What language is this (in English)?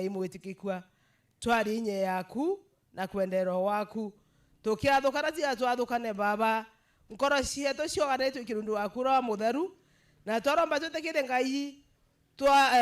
Meru